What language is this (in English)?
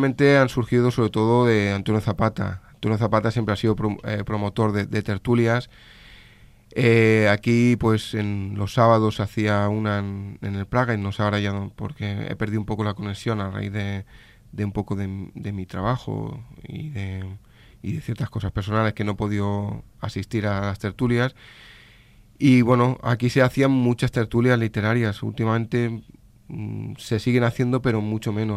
Spanish